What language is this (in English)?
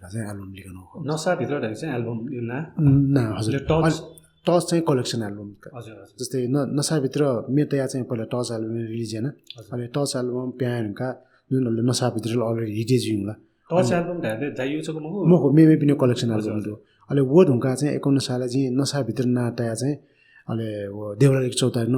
Newari